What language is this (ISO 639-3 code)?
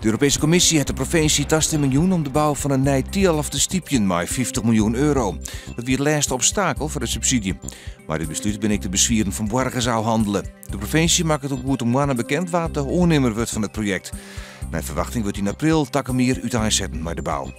fry